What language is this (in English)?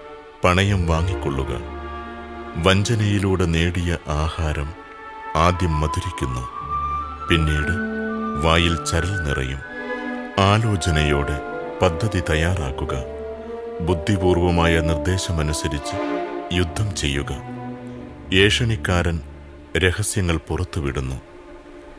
Malayalam